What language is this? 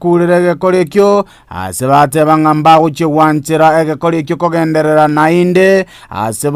Gusii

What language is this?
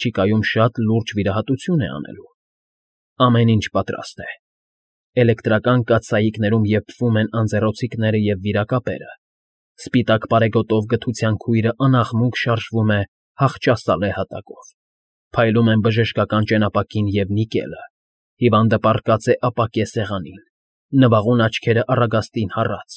Armenian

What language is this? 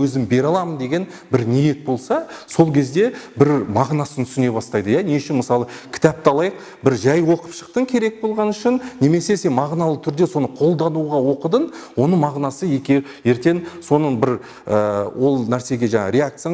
Kazakh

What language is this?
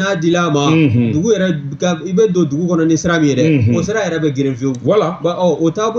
Bambara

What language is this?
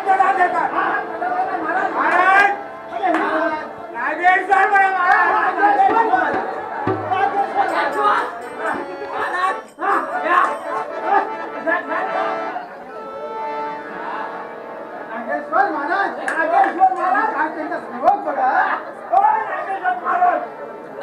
Marathi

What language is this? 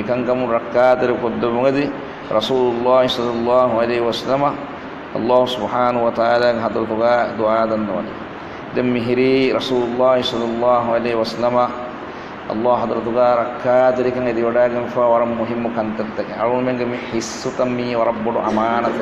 Divehi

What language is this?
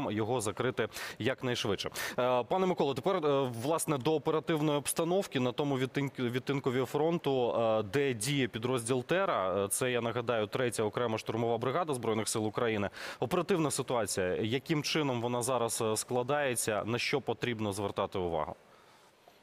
Ukrainian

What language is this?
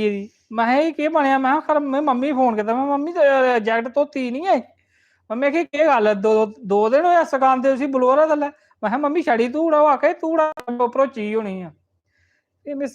Dogri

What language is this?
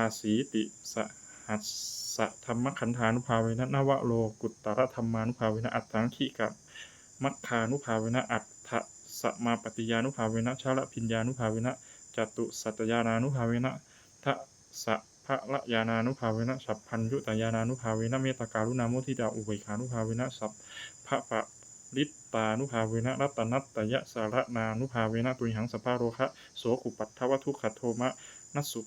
Pali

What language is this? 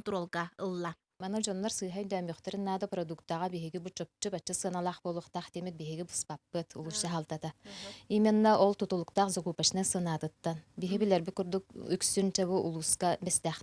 Yakut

